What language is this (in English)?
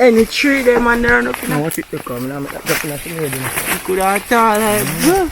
Jamaican Creole English